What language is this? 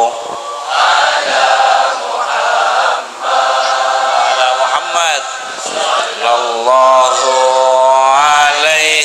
Madurese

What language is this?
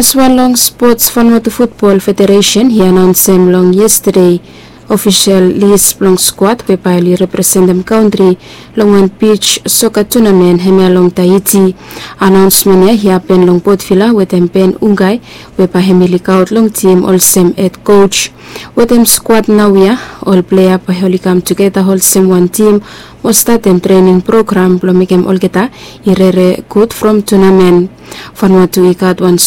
Bislama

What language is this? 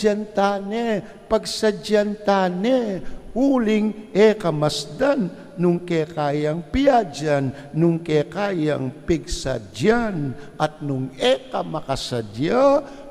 Pampanga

